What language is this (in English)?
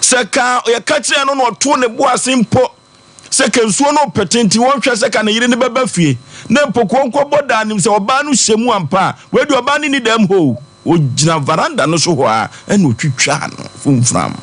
Akan